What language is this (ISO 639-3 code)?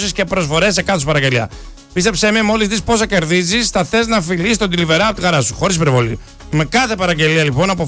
ell